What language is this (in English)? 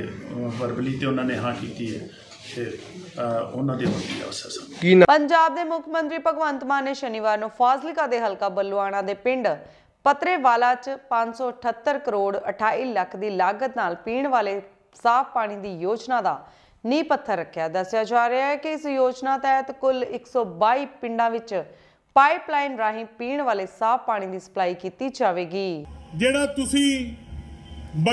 Punjabi